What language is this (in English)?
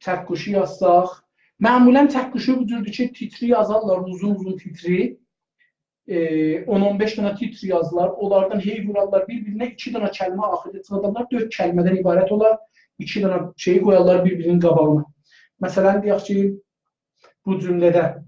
South Azerbaijani